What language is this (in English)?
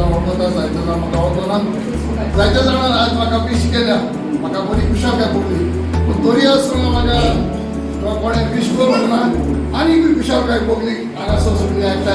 Konkani